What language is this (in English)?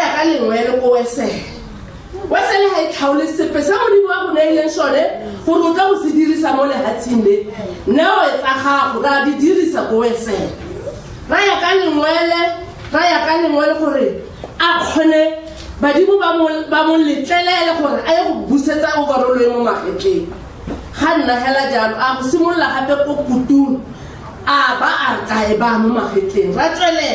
Tswana